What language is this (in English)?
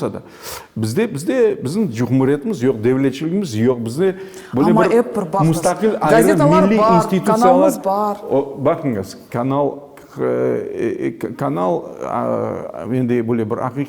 Crimean Tatar